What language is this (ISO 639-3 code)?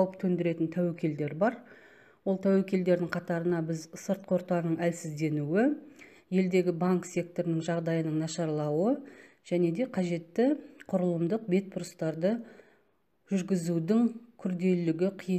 kaz